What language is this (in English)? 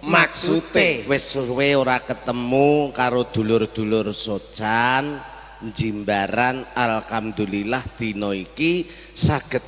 Javanese